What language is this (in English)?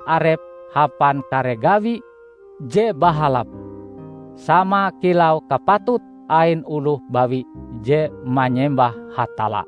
Ngaju